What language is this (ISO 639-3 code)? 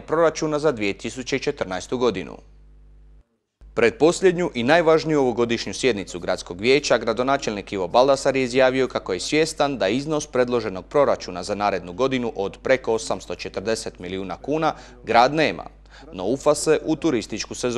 hrv